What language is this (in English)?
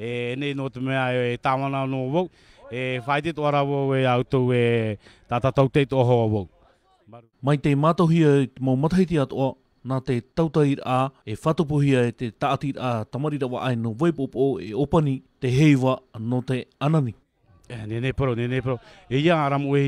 Tahitian